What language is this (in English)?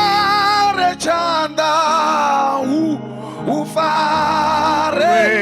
Venda